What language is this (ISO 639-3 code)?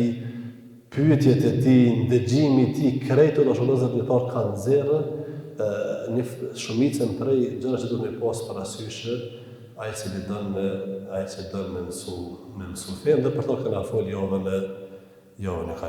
sqi